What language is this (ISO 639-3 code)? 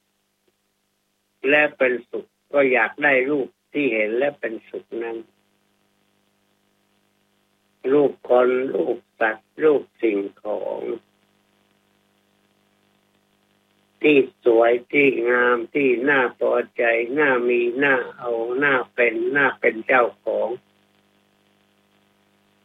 tha